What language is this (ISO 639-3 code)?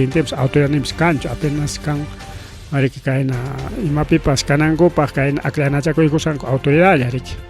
quy